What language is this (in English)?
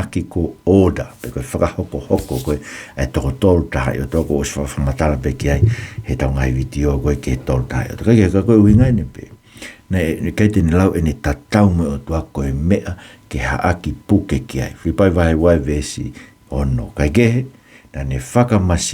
Tongan